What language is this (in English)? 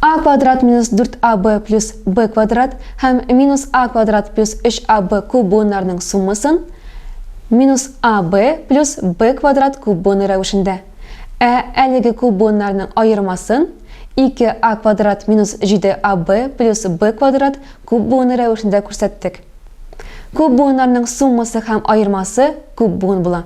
Tatar